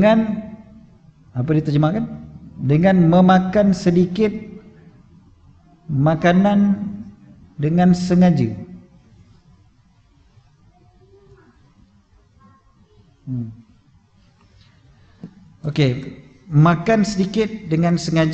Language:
Malay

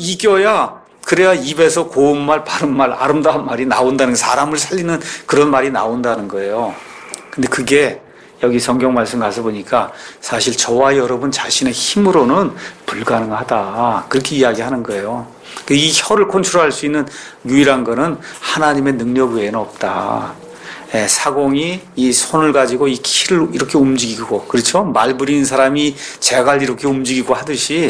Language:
Korean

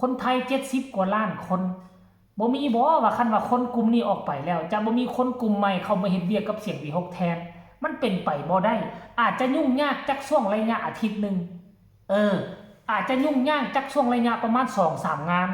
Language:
Northeastern Thai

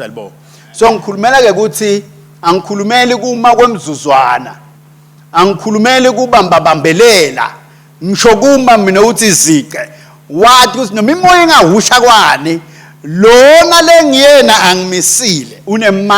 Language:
Swati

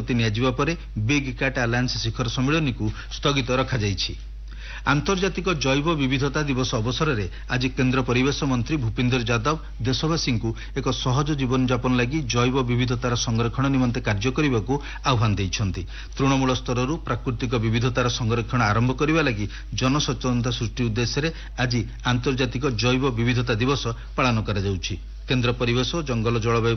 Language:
Odia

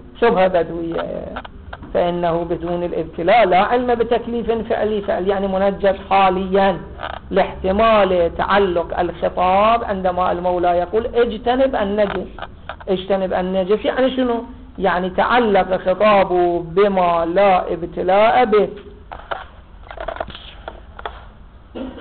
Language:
Arabic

